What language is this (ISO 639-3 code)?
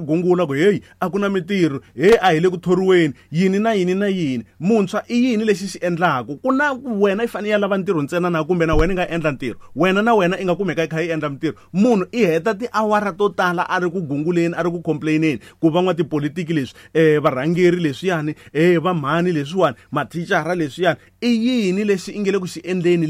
tso